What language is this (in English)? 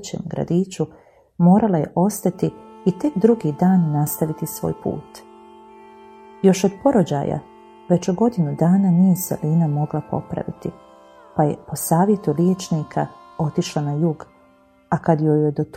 Bosnian